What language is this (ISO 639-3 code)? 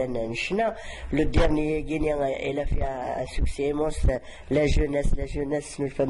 kab